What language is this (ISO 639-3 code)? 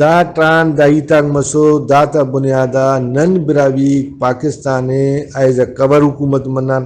brh